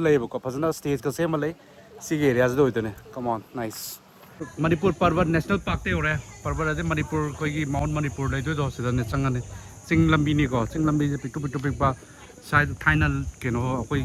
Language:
Manipuri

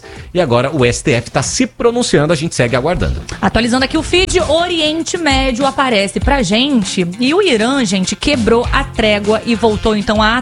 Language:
Portuguese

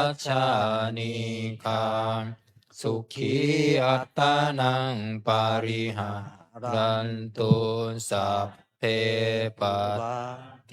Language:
Pali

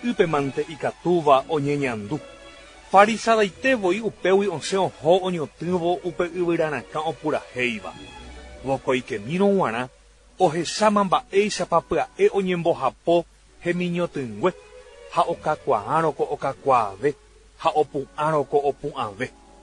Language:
Guarani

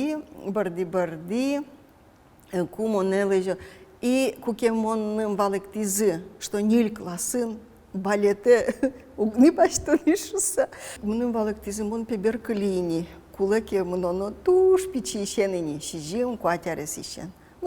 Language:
Udmurt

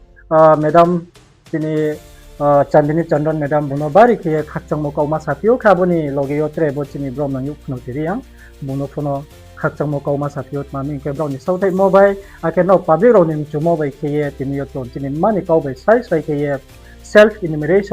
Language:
Riang (India)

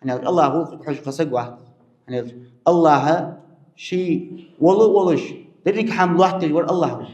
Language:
Ingush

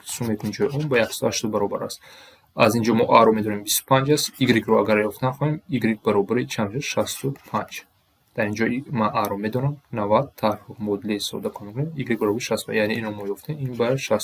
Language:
Tajik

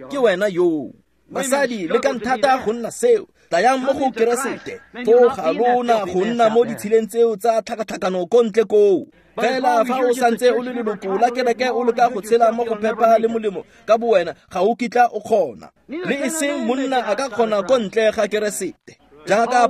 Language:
Tswana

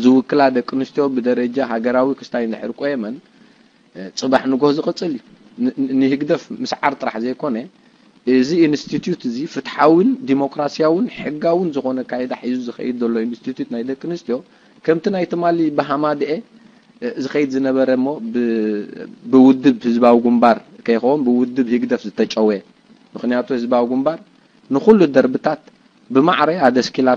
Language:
Tigrinya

